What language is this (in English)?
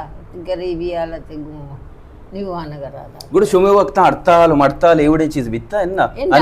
Baluchi